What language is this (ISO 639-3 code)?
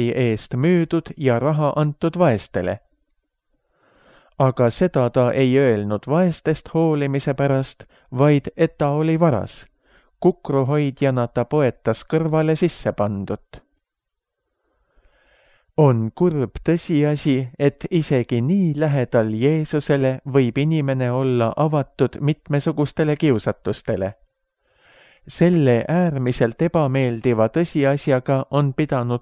est